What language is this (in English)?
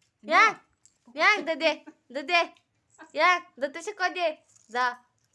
Kok Borok